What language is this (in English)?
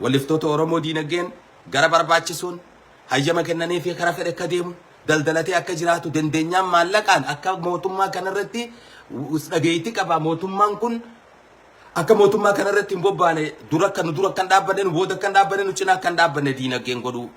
Oromo